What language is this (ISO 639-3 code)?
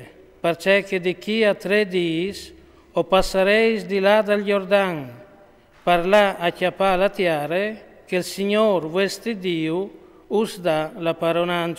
fur